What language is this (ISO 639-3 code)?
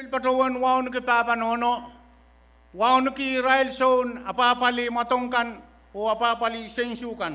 pon